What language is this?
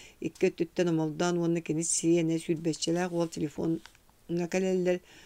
Yakut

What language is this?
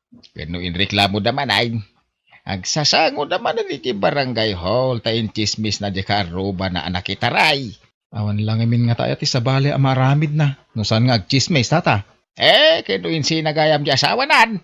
Iloko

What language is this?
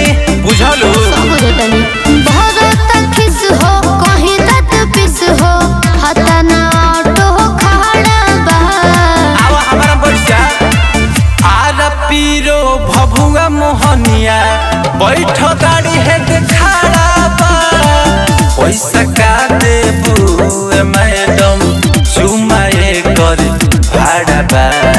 Bhojpuri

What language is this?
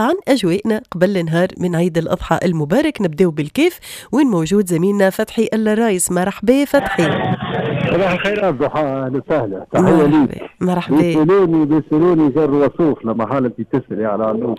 Tunisian Arabic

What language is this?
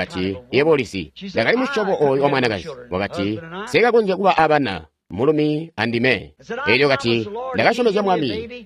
Tonga (Zambia)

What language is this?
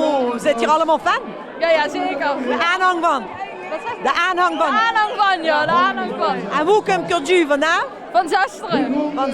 Limburgish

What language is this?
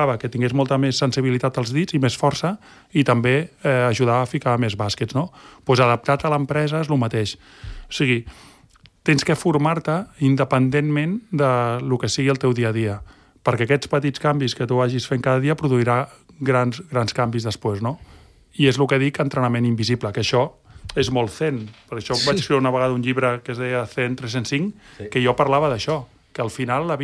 Catalan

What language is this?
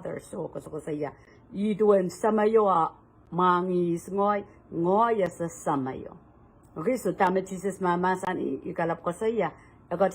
Pohnpeian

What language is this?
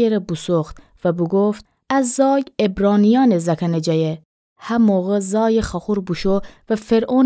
Gilaki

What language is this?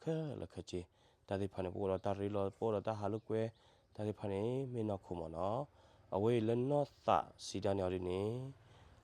S'gaw Karen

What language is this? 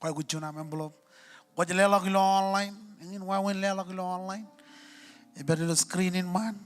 Marshallese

